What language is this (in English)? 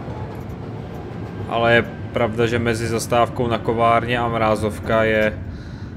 Czech